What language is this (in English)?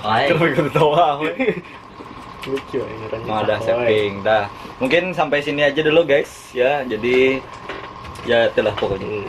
Banjar